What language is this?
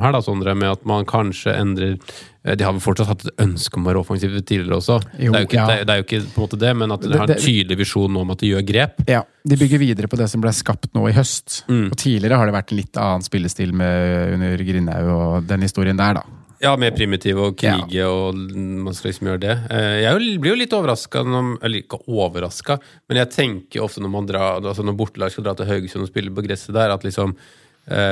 Norwegian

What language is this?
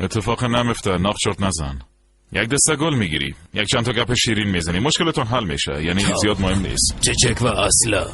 Persian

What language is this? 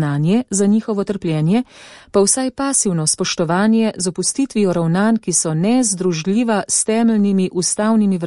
Slovenian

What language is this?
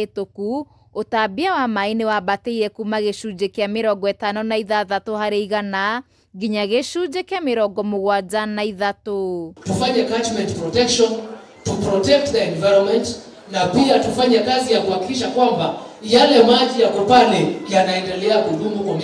Kikuyu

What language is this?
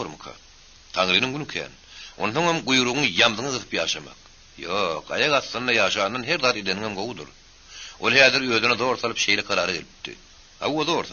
Turkmen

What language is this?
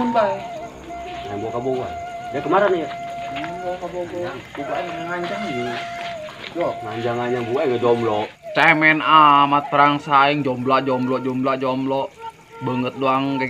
Sundanese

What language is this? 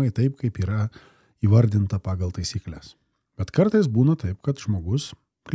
Lithuanian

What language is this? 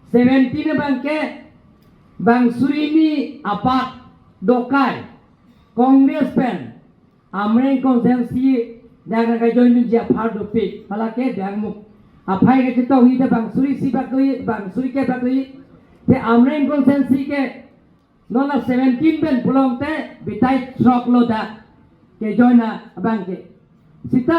Karbi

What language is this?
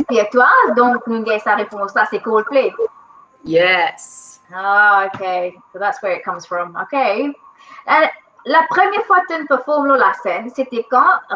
Morisyen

